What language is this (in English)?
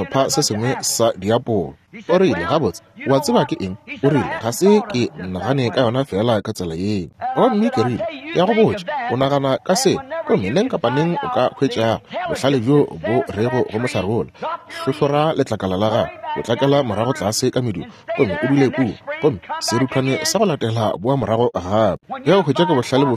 Northern Sotho